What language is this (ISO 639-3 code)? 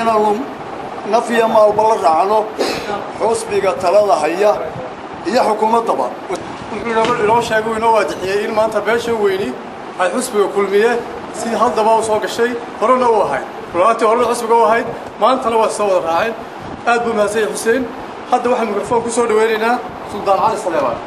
som